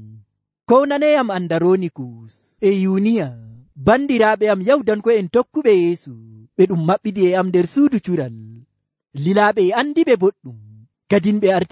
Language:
Nigerian Fulfulde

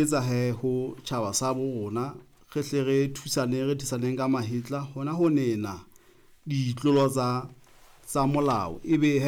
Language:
Southern Sotho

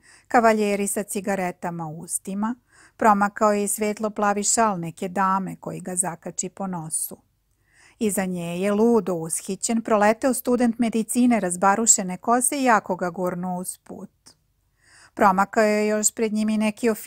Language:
Serbian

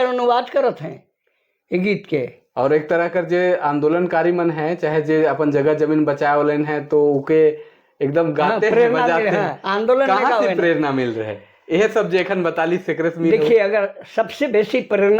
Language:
Sadri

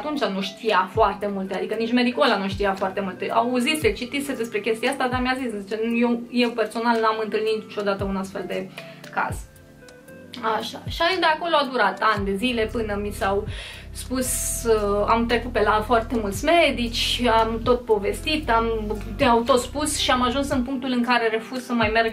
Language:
Romanian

